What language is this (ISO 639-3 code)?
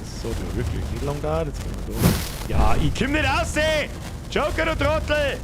bar